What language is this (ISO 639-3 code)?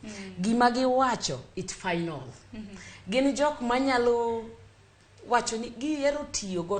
luo